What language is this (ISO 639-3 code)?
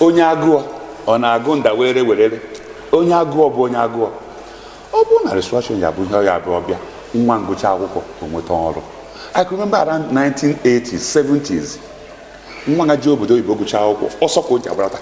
ibo